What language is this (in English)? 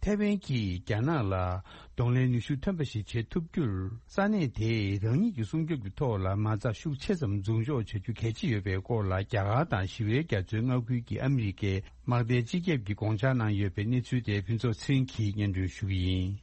Tibetan